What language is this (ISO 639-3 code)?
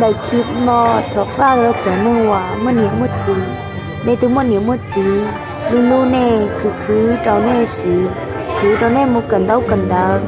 hmn